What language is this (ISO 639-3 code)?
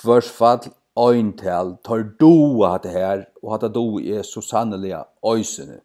fao